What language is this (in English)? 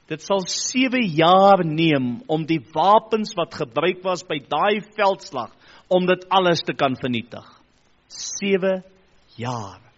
Afrikaans